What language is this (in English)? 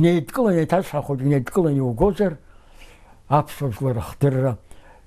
Abkhazian